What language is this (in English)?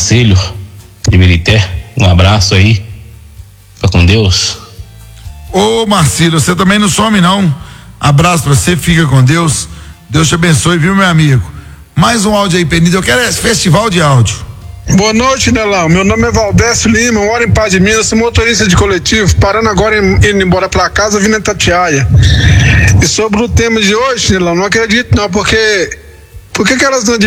Portuguese